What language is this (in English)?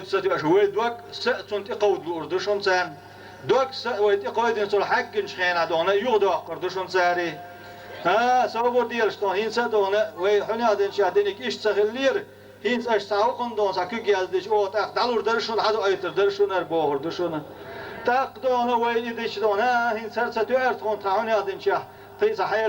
Chechen